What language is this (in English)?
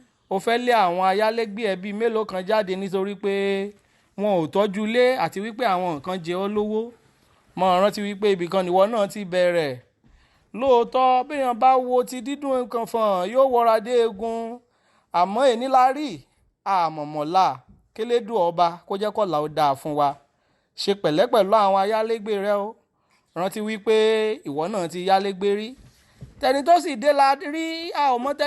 Yoruba